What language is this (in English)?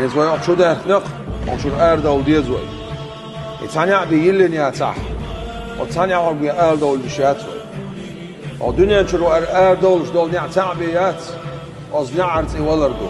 Chechen